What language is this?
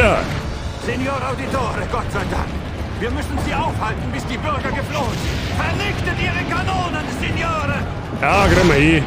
Bavarian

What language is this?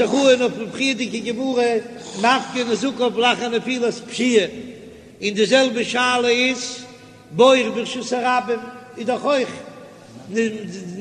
Yiddish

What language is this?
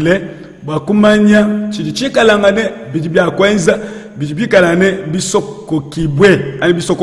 Luba-Lulua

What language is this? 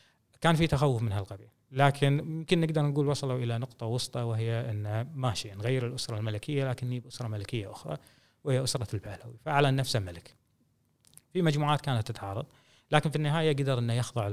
Gulf Arabic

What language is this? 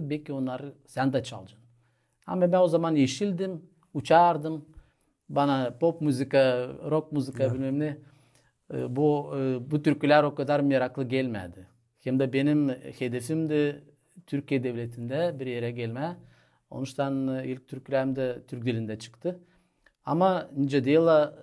Gagauz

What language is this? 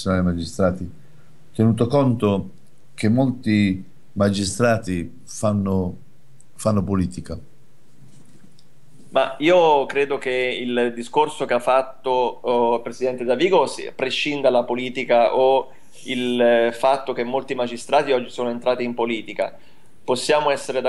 Italian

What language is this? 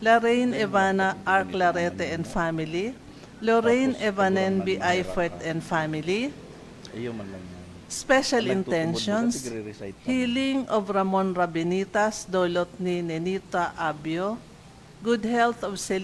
Bikol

